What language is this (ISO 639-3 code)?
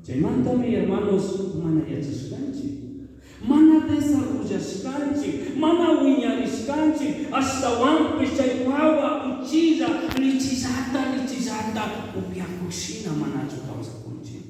qug